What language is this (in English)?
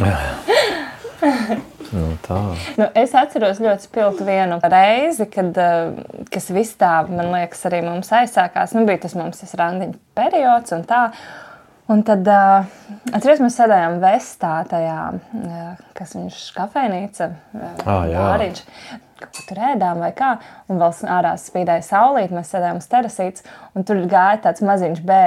Latvian